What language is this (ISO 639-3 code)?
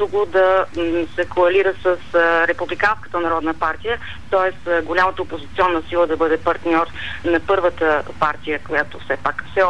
bul